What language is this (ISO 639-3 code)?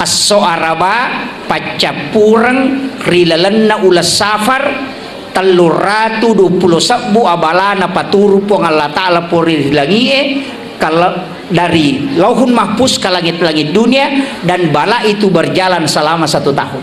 bug